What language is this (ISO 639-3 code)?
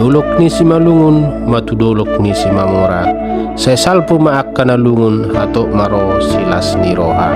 bbc